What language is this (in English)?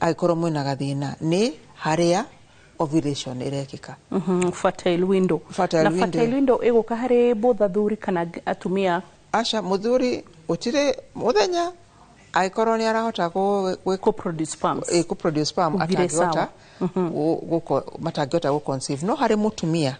Kikuyu